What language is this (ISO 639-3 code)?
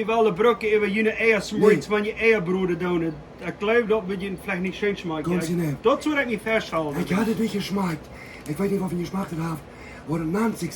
pdt